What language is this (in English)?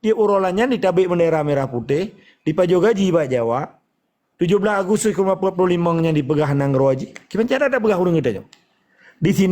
Achinese